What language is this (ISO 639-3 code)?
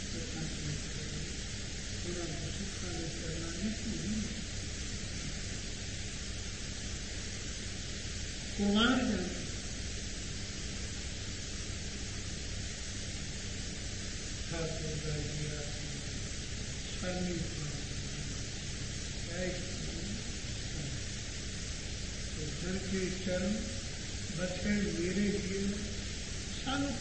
pan